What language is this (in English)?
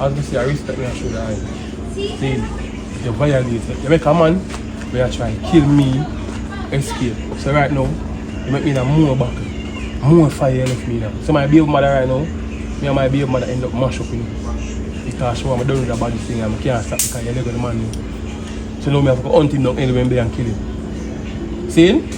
Jamaican Creole English